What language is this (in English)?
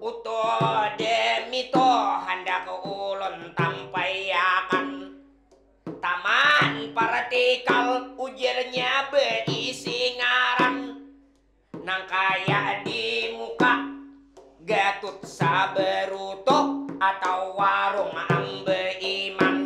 Banjar